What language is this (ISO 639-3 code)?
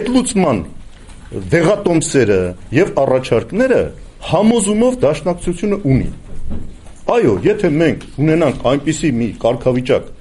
hye